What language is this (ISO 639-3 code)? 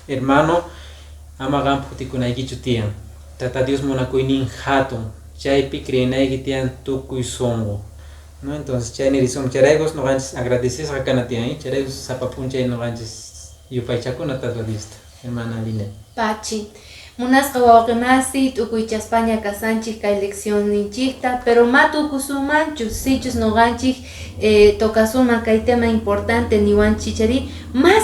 que